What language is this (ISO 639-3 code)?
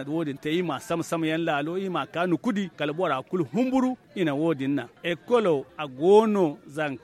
dje